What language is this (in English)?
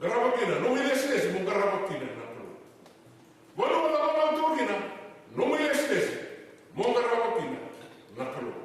Fijian